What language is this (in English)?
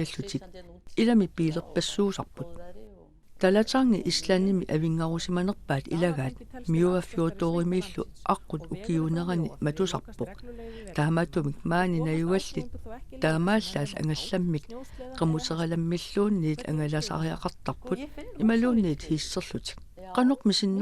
Kalaallisut